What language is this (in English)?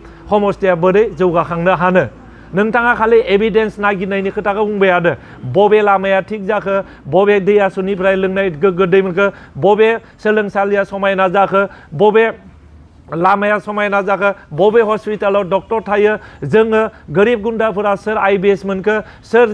Bodo